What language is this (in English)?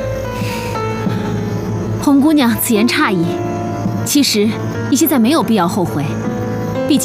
Chinese